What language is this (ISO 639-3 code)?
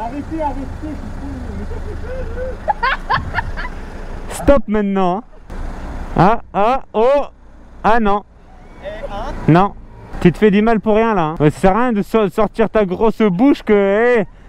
fra